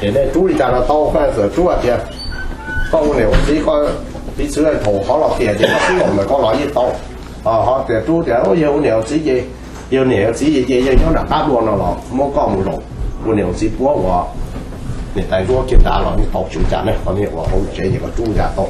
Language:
Hmong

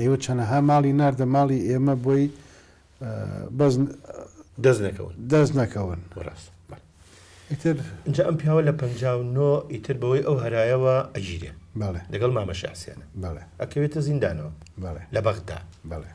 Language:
Central Kurdish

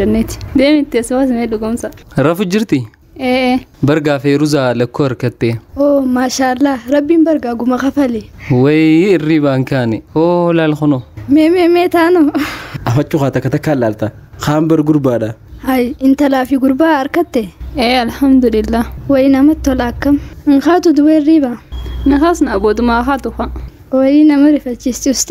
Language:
Oromo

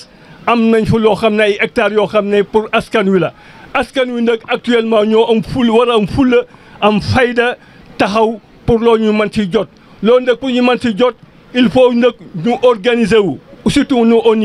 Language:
Wolof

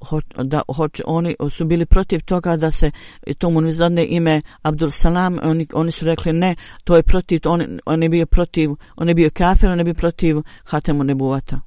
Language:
Bosnian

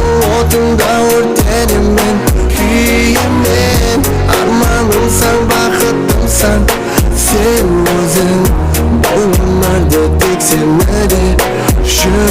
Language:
Kara-Kalpak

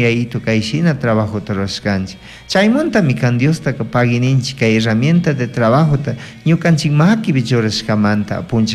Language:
Chimborazo Highland Quichua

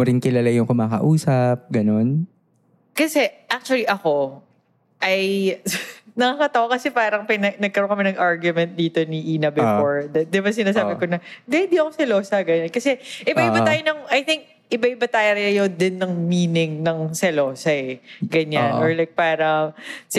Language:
Filipino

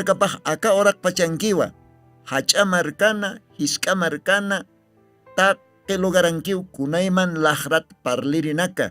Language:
Aymara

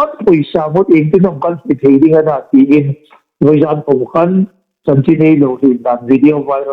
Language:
Hmar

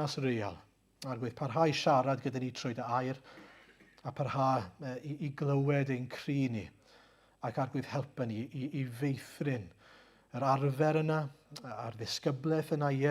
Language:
Welsh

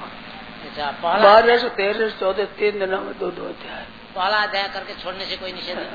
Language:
Hindi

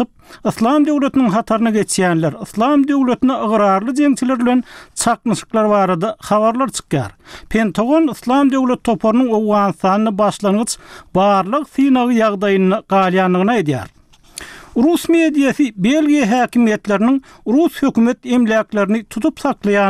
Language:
Turkmen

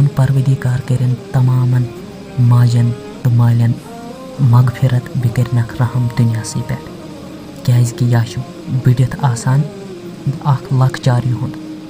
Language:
Kashmiri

